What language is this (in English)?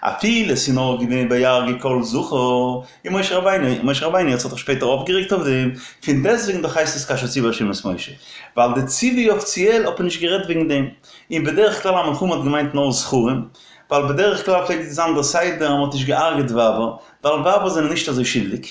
Yiddish